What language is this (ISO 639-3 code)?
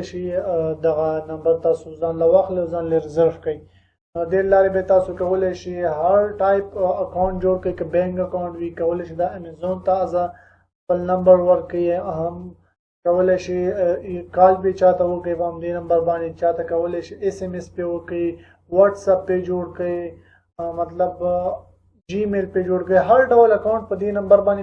pus